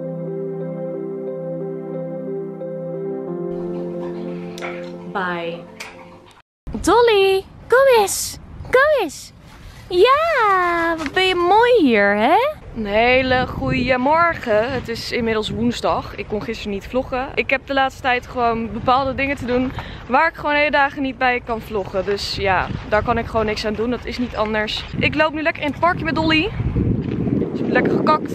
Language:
Dutch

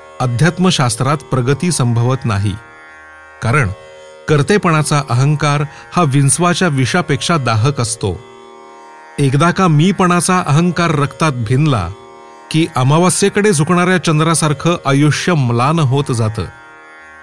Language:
Marathi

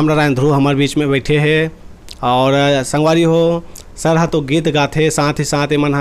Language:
Chhattisgarhi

